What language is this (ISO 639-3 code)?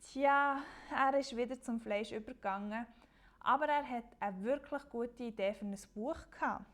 gsw